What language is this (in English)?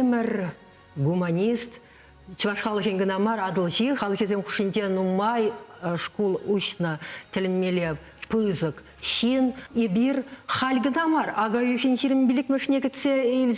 Chuvash